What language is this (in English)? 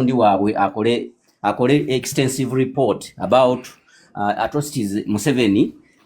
Ganda